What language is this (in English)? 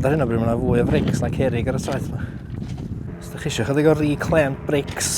Welsh